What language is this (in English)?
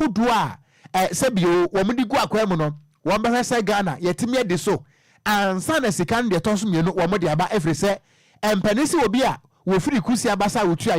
Akan